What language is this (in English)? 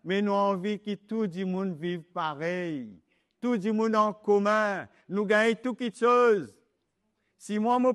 Morisyen